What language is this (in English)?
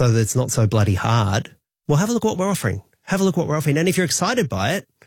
English